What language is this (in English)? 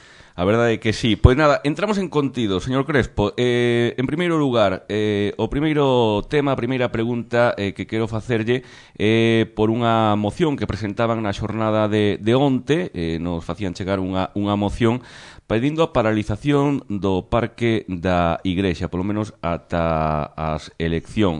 Galician